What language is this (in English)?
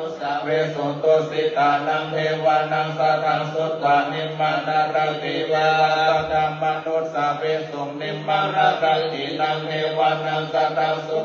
Pali